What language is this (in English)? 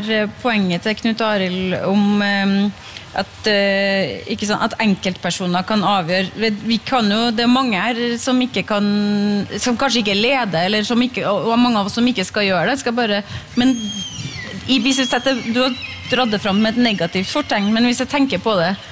Norwegian